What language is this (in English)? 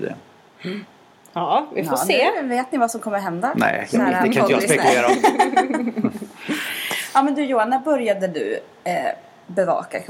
Swedish